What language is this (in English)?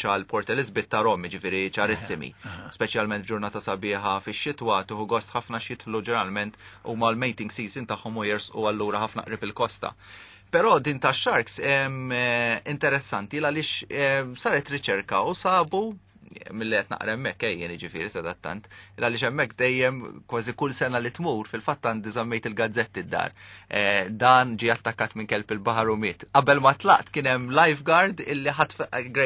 Maltese